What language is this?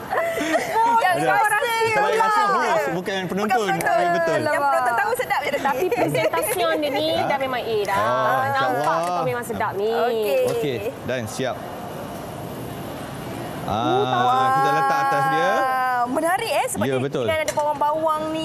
Malay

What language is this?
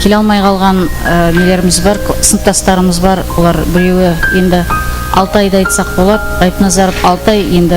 Kara-Kalpak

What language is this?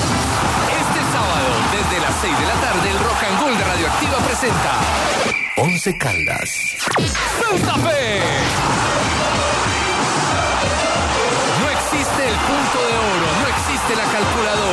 Spanish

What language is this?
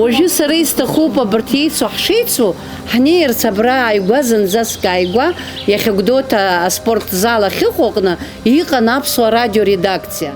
Abkhazian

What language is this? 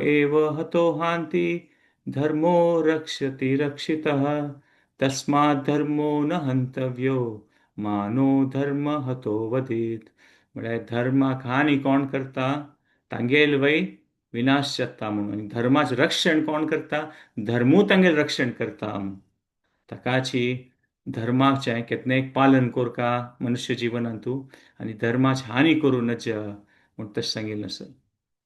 Konkani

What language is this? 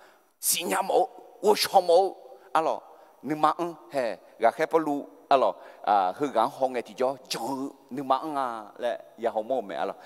Akha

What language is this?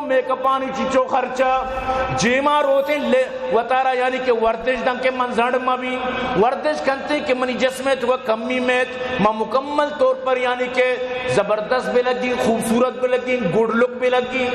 Eastern Balochi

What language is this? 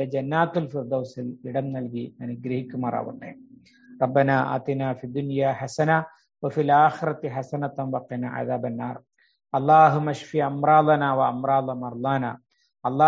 Malayalam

